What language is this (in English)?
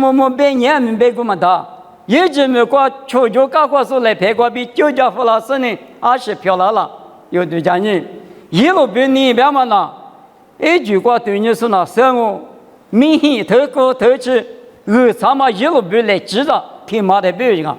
Lisu